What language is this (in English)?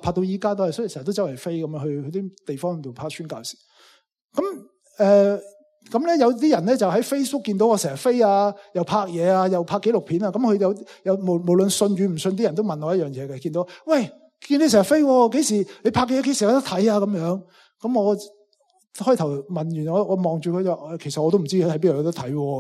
Cantonese